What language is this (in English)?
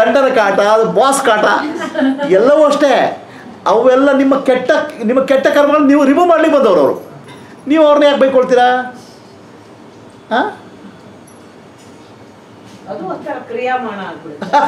Kannada